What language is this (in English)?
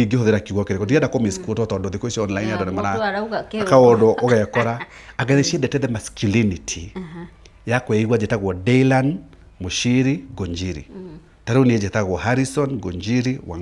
Kikuyu